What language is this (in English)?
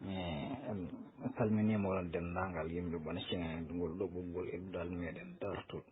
Fula